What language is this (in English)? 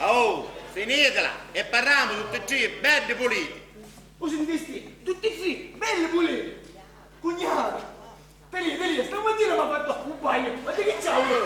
Sicilian